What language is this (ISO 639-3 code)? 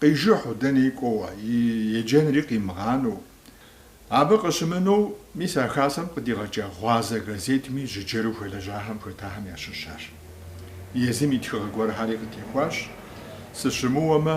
kbd